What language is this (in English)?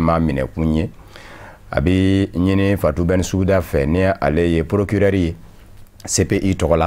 Bambara